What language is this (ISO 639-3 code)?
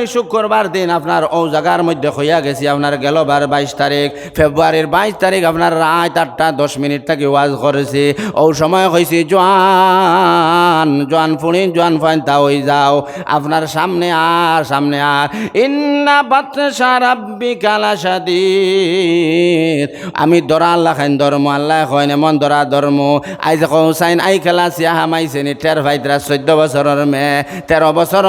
syl